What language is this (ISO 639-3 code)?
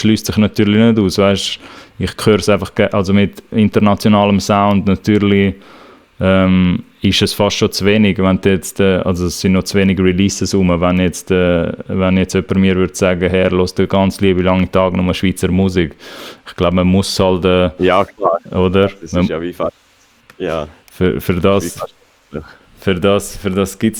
gsw